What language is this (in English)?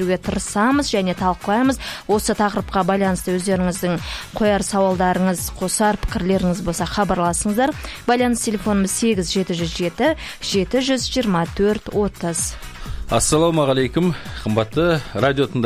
Kazakh